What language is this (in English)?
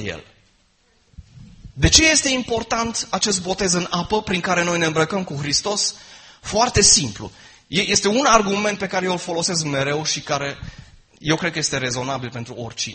Romanian